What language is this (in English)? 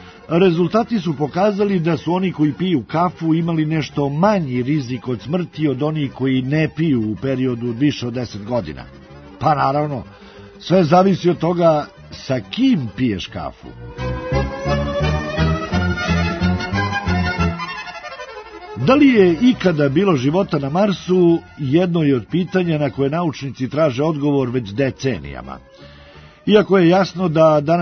Serbian